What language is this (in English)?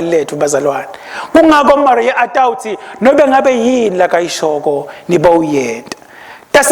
Swati